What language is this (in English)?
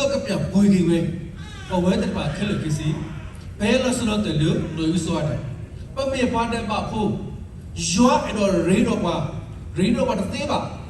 S'gaw Karen